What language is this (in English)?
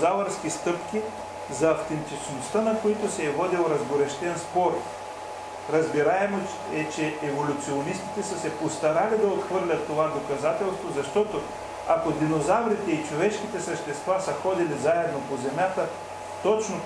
Bulgarian